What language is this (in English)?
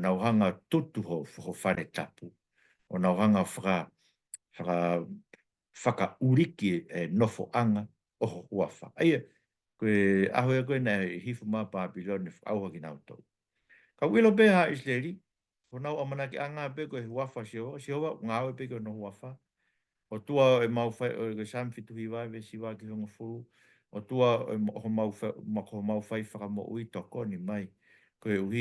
Tongan